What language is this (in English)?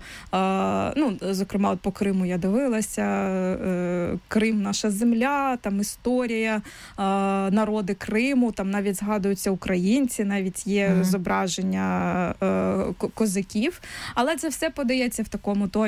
Ukrainian